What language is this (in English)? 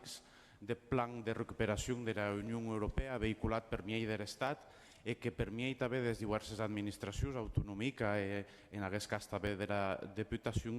Occitan